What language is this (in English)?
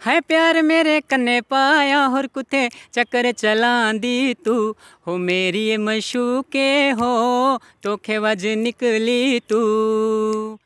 Dogri